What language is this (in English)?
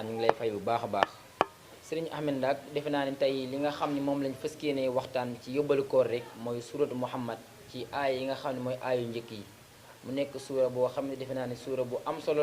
Wolof